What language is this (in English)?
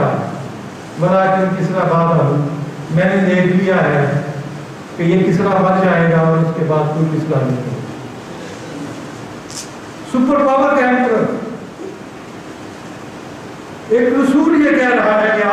Urdu